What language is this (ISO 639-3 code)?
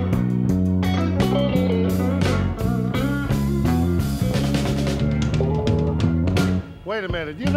eng